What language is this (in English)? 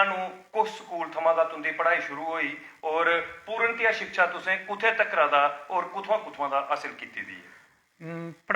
Dogri